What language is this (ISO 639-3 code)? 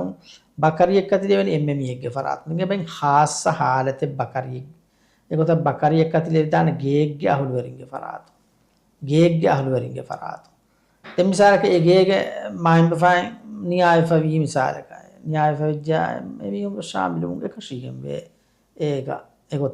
div